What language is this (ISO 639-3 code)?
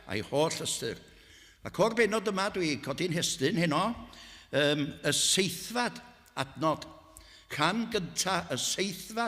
cym